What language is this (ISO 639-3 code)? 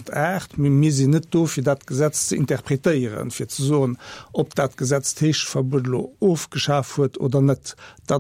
ltz